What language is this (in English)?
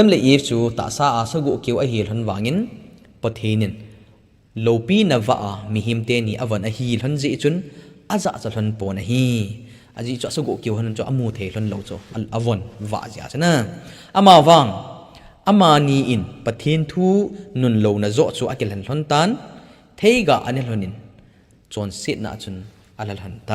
Thado Chin